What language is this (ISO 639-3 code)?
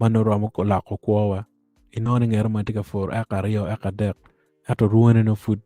ach